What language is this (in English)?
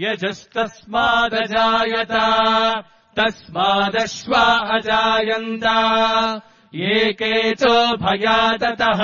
Sanskrit